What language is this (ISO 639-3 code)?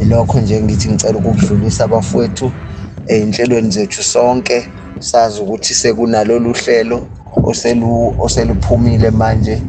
zul